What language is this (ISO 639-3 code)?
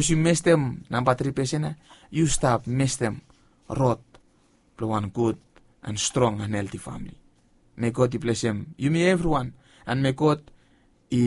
bis